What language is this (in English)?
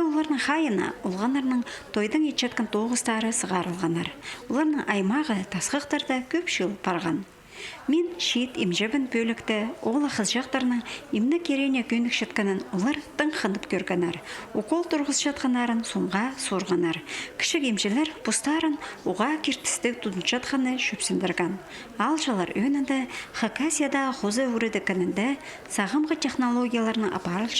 Khakas